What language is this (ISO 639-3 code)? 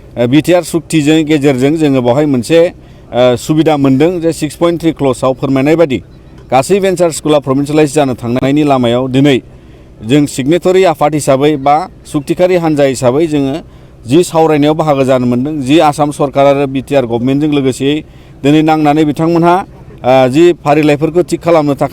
brx